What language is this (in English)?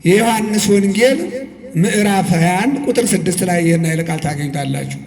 Amharic